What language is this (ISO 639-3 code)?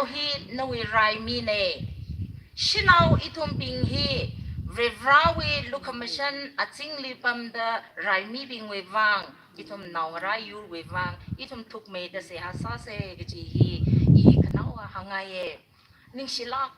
nmf